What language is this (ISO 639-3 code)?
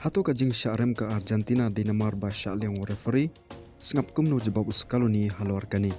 kha